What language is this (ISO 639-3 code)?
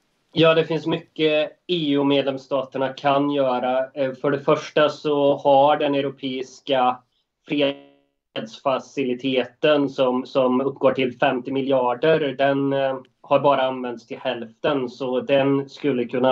swe